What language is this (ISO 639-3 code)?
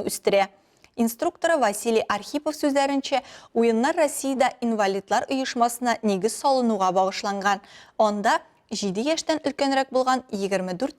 tat